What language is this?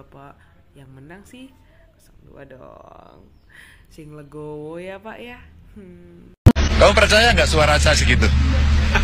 Indonesian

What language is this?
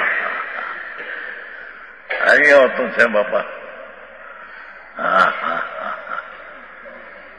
Gujarati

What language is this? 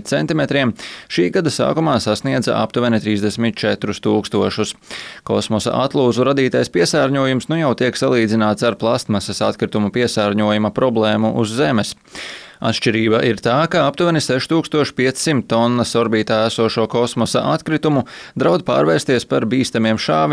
Latvian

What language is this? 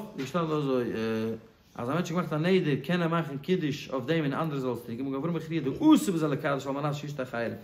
Yiddish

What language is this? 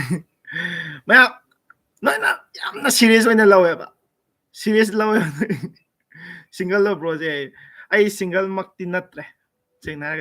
Manipuri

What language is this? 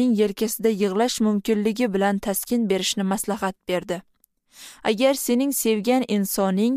Uzbek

